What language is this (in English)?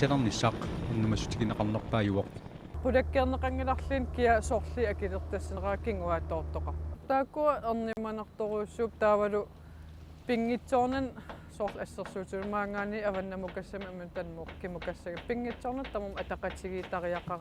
Kalaallisut